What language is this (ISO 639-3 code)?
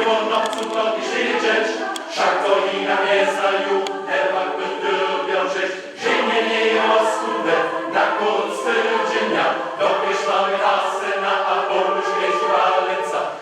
hsb